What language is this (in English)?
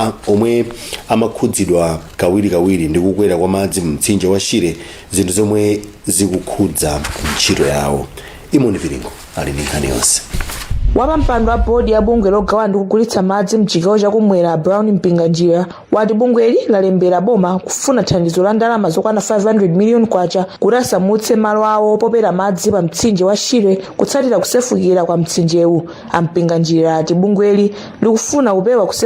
Nyanja